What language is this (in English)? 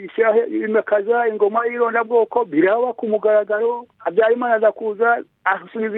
Kinyarwanda